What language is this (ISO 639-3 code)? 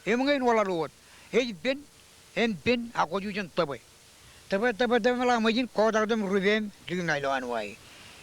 mah